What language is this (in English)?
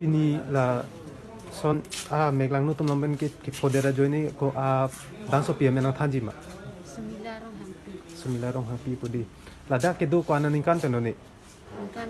Karbi